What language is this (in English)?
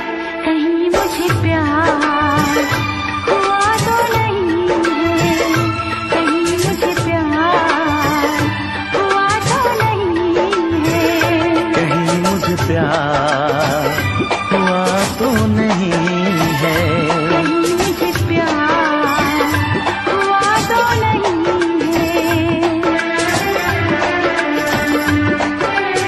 Hindi